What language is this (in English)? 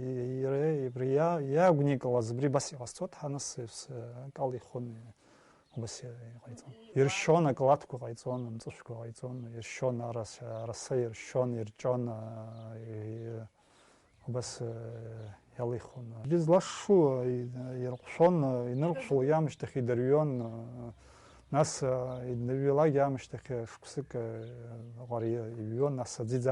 Abkhazian